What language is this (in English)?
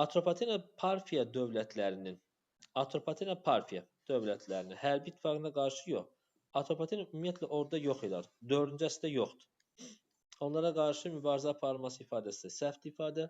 Azerbaijani